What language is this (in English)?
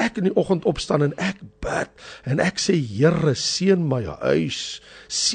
Afrikaans